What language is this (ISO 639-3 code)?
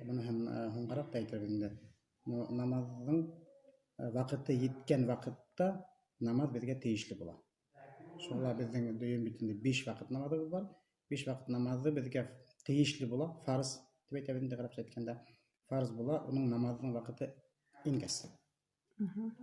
bak